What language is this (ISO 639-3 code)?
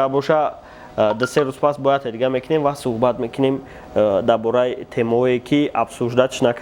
tgk